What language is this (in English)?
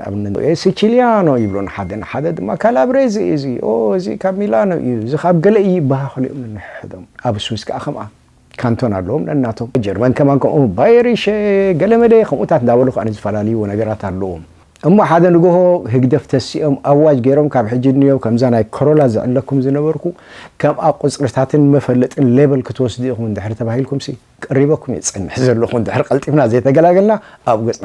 Tigrinya